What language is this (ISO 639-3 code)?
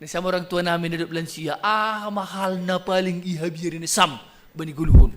bts